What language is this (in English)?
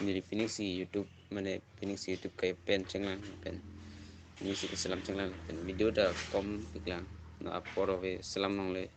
Karbi